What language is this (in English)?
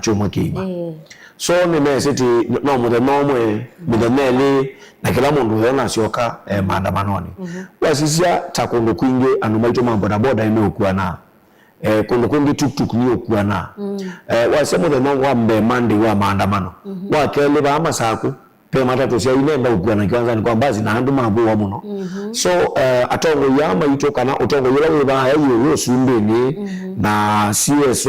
Kamba